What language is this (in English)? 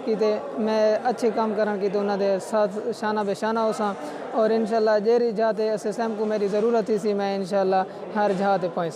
Saraiki